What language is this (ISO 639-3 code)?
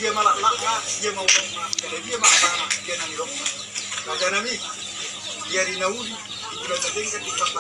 bbc